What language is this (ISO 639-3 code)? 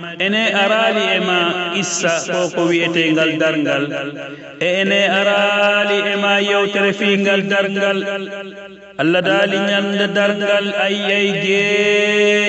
fuf